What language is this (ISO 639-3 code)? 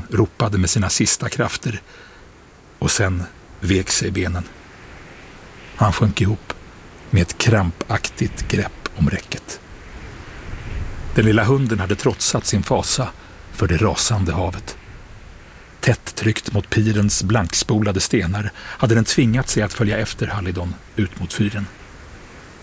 swe